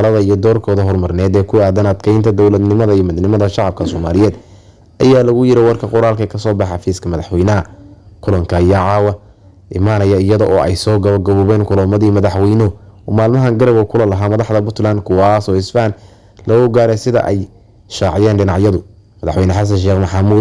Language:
Somali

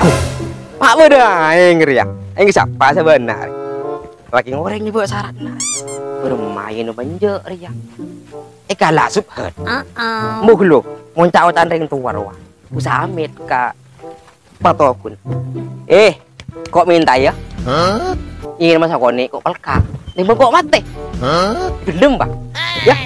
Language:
Madurese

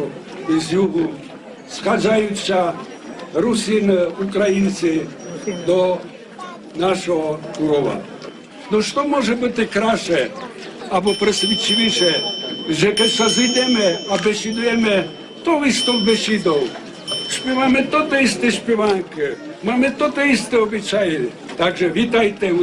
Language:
Rusyn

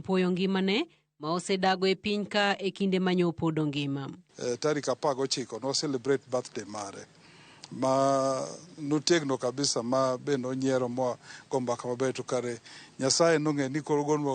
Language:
Luo (Kenya and Tanzania)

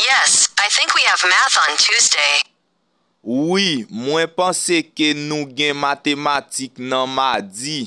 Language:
Haitian Creole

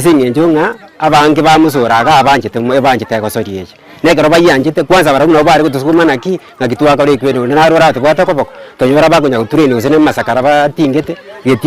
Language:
Gusii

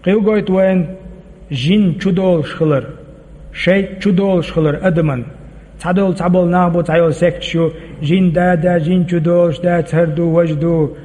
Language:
Chechen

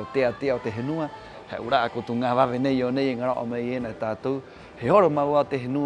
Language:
Rapanui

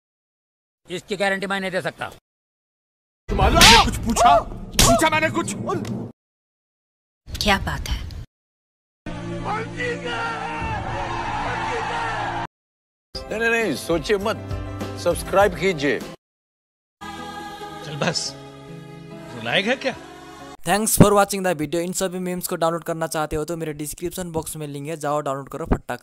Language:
Hindi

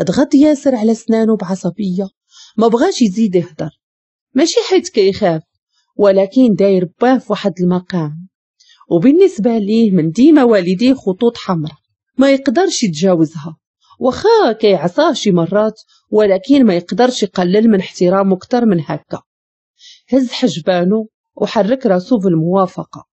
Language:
Moroccan Arabic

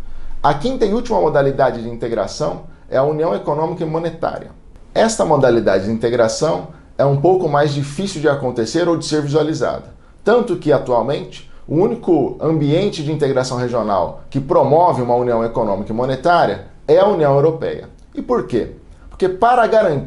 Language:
Portuguese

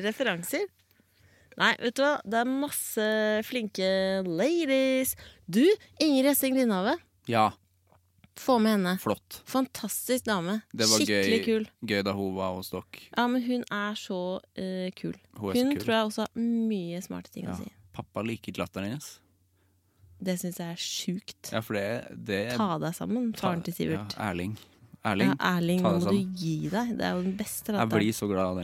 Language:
Norwegian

